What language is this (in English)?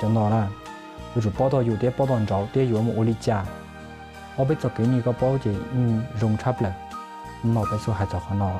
Hmong